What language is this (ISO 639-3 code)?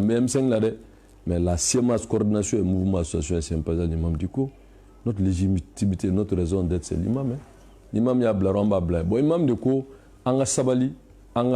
bam